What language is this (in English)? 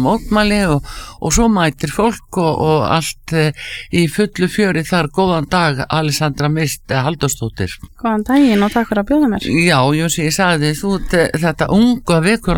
Icelandic